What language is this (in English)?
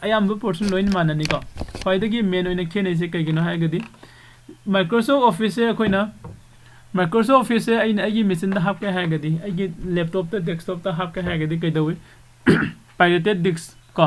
Manipuri